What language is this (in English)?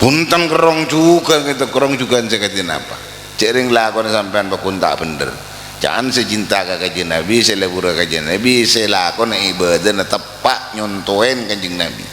Madurese